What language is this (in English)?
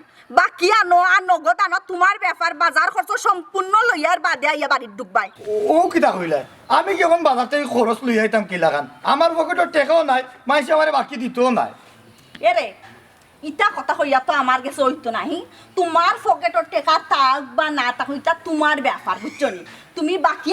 Sylheti